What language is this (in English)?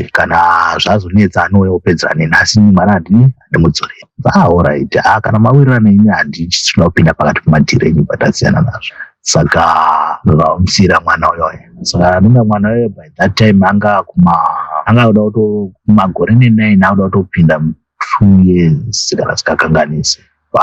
Shona